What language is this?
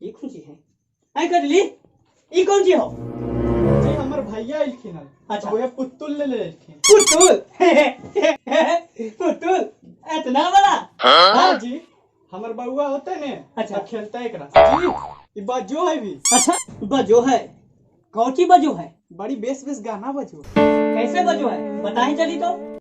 Magahi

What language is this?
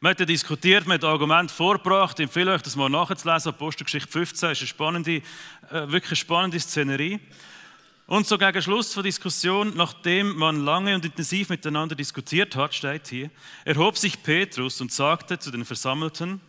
Swiss German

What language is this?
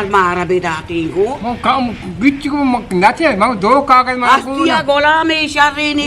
Eastern Balochi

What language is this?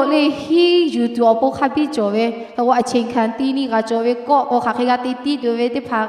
Lahu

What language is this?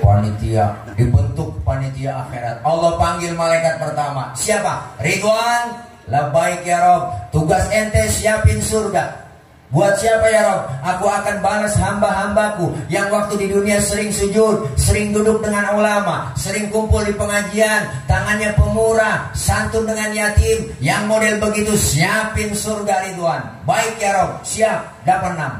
Betawi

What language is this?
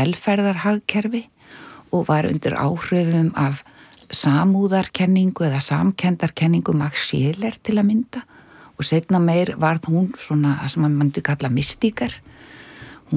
Icelandic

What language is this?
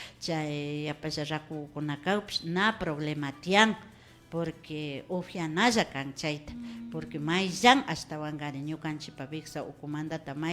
Imbabura Highland Quichua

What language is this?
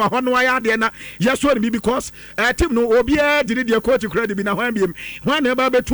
Akan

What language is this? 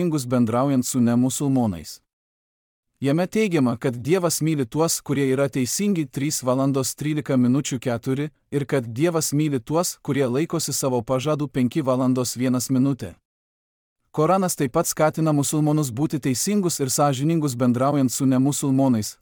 Lithuanian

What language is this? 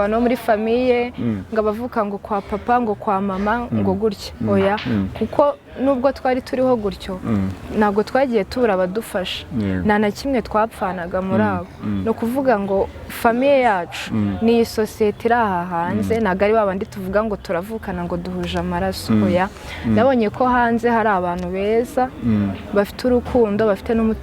Kinyarwanda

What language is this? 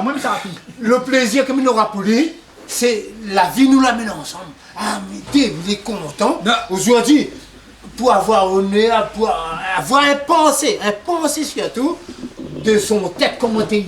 Réunion Creole French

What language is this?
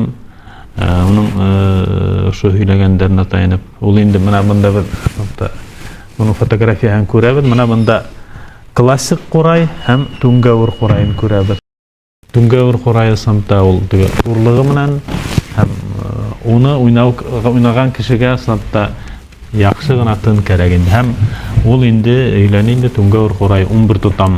Bashkir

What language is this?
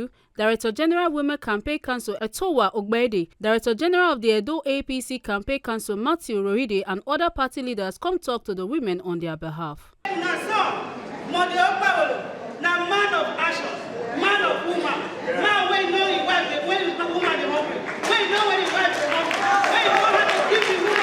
Nigerian Pidgin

